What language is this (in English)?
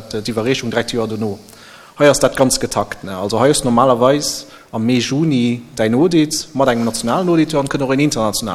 Luxembourgish